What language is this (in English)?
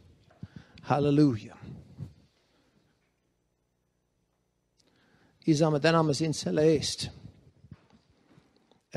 Estonian